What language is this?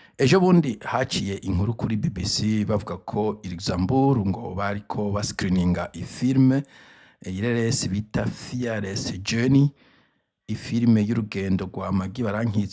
Rundi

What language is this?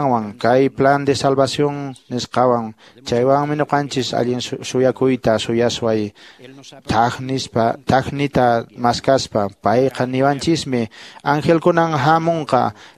Quechua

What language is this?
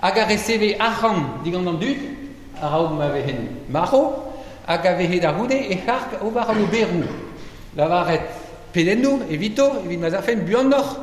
Breton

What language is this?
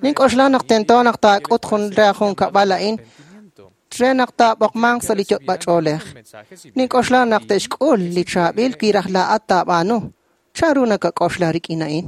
Kekchí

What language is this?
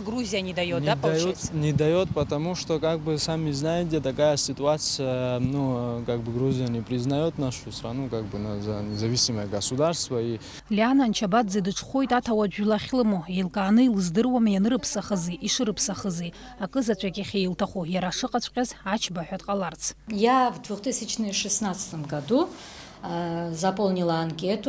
Abkhazian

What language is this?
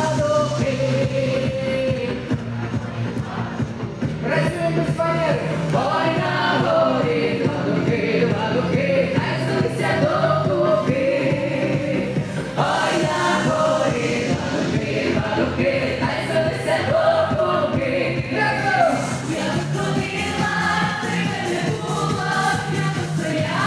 Ukrainian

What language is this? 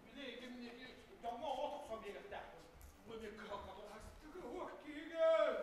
Yakut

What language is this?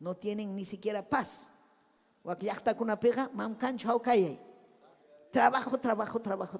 Ayacucho Quechua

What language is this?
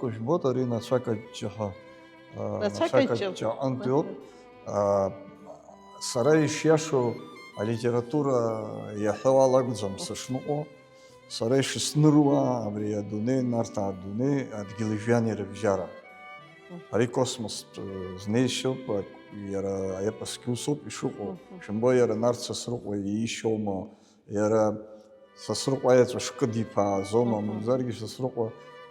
Abkhazian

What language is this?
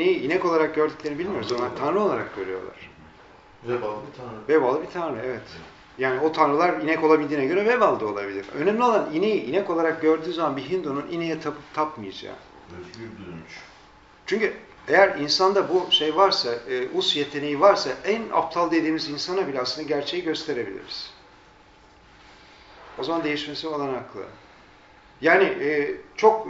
Turkish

